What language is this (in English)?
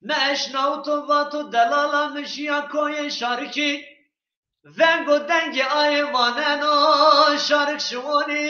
Zaza